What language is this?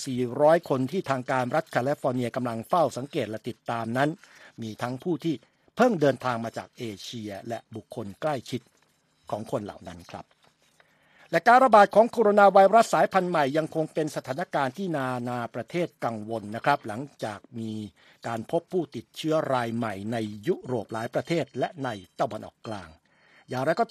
Thai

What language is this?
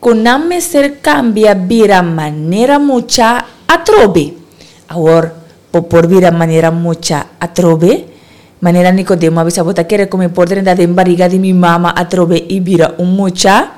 Papiamento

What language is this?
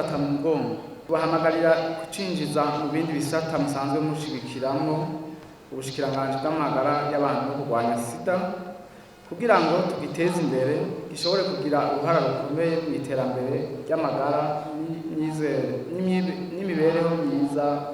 Rundi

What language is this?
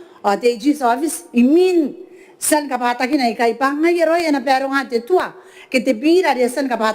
Gilbertese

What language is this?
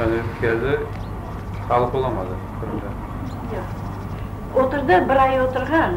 Crimean Tatar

